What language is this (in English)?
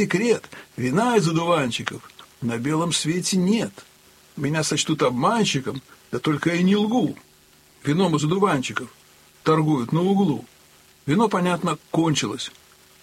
Russian